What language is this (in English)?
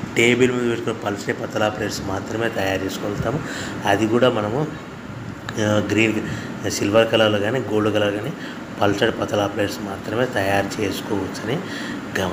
Telugu